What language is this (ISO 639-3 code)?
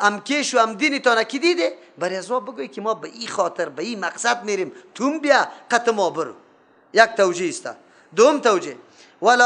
fas